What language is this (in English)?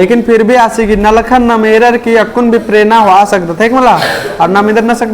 Kurukh